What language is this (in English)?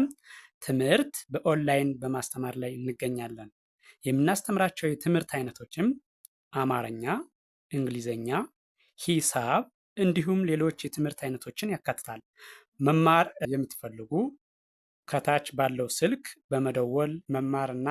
Amharic